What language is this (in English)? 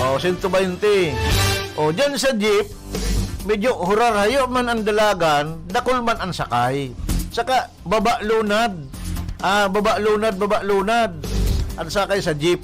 Bikol